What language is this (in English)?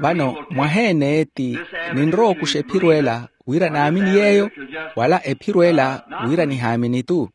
Makhuwa